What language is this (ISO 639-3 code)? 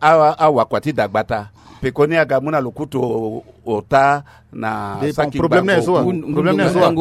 sag